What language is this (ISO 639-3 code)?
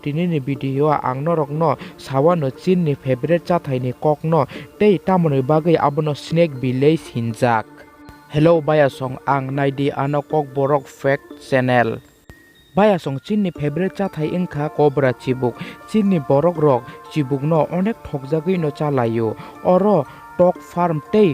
trp